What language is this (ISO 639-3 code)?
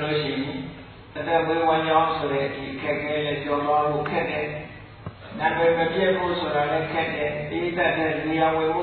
mya